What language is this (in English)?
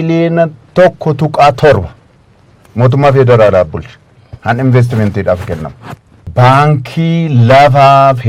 Oromo